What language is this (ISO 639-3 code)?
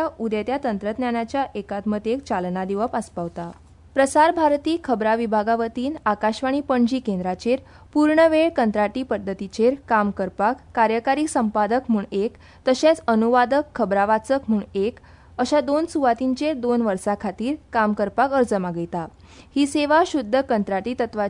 kok